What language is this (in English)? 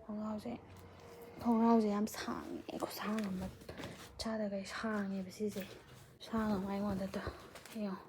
Manipuri